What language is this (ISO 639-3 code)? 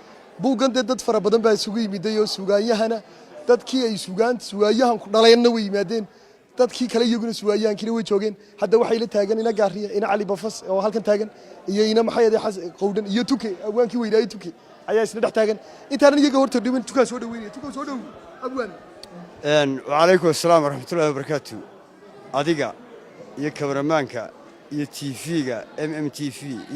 som